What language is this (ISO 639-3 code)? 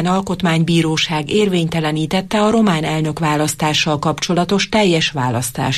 hun